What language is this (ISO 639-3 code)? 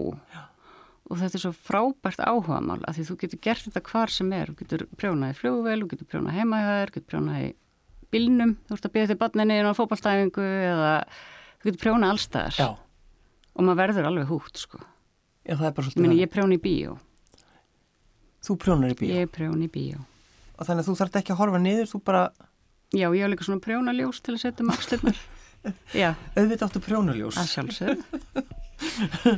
isl